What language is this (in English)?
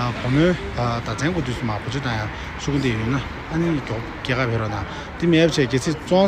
Tibetan